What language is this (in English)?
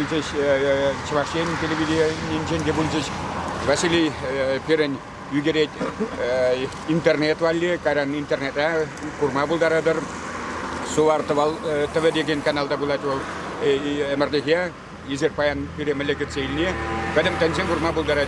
Chuvash